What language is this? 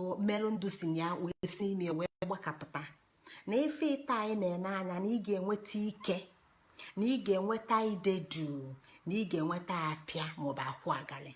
Igbo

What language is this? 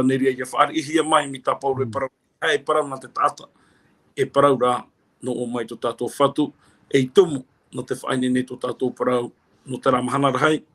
Tahitian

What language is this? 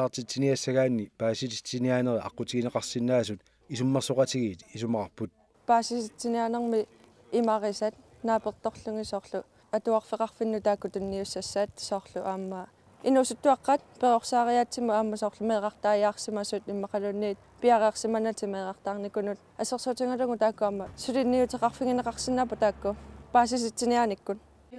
Kalaallisut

